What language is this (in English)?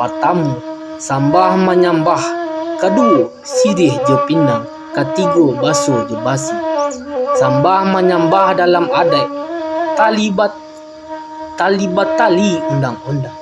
Minangkabau